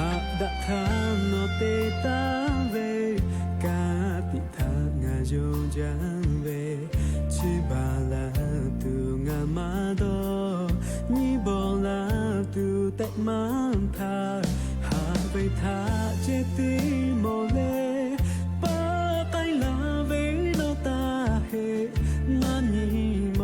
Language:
Lahu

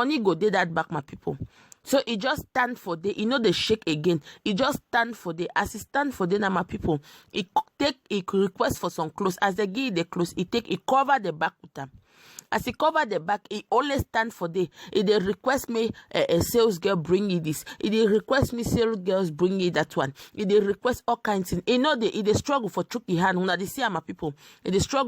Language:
Nigerian Pidgin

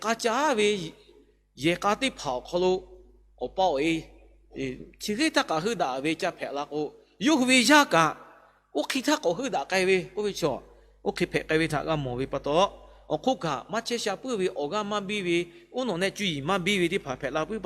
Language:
Lahu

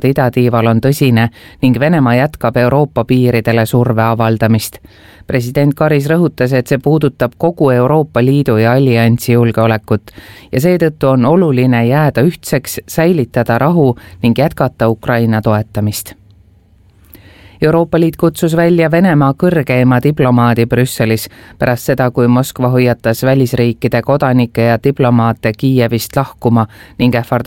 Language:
Estonian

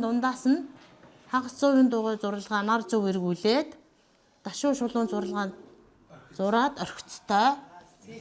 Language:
Mongolian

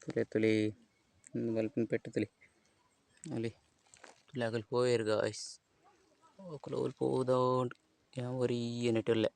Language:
Tulu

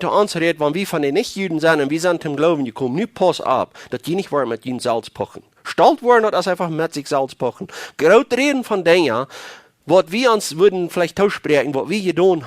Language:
Plautdietsch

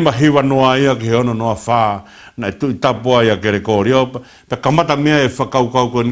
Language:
Tongan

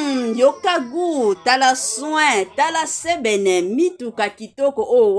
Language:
Lingala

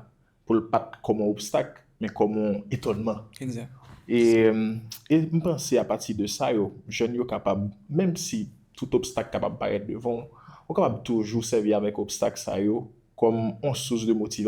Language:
Haitian Creole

